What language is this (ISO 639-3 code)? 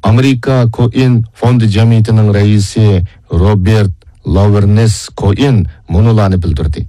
uig